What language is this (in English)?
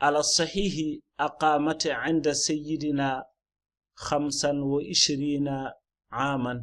Fula